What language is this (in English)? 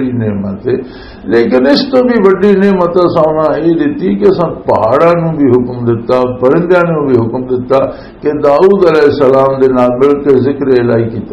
Western Panjabi